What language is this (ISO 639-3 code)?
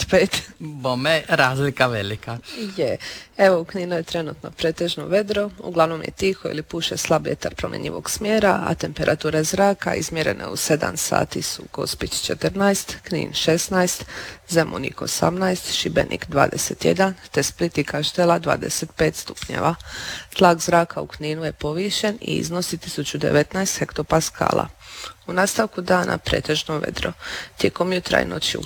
hrv